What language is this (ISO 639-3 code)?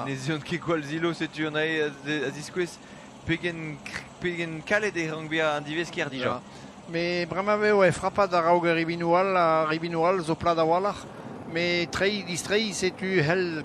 bre